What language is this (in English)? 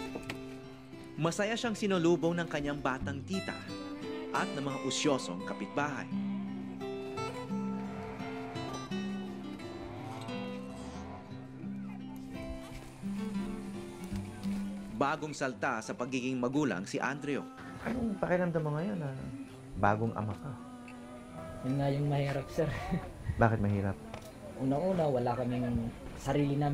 Filipino